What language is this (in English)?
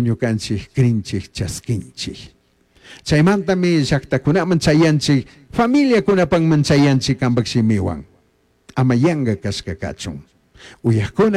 Chimborazo Highland Quichua